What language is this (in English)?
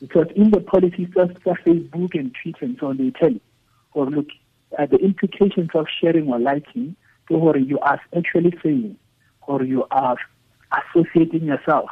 Tswana